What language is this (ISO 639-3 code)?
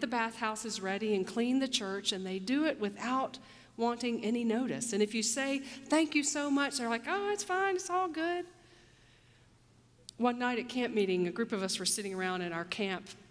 eng